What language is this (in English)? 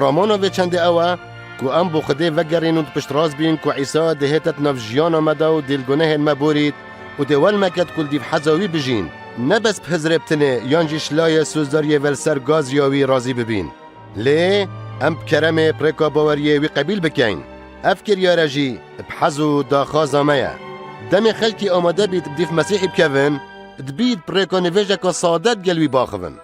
Kurdish